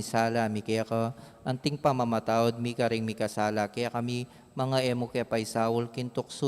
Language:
Pampanga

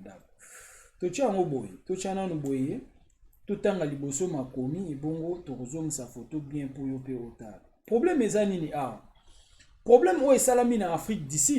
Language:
Lingala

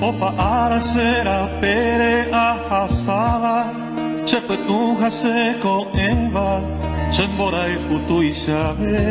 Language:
Guarani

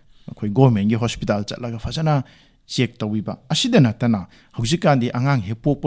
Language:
Manipuri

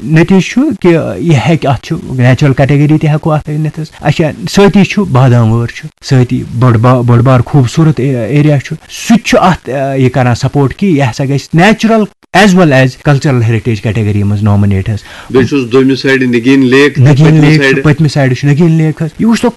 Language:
Kashmiri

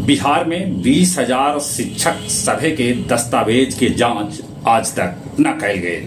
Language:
Magahi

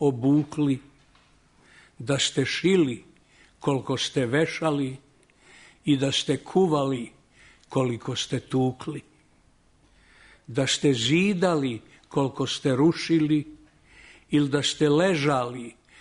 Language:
Serbian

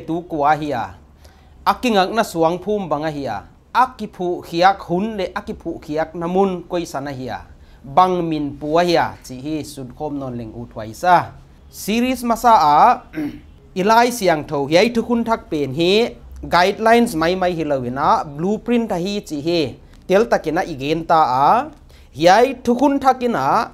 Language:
Paite Chin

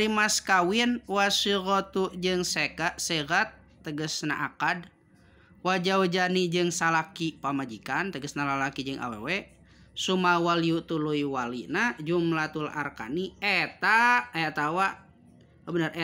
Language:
Sundanese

